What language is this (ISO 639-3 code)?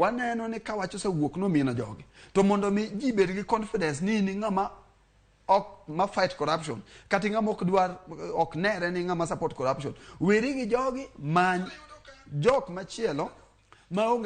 luo